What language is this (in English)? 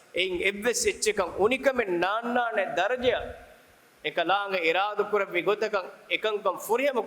Divehi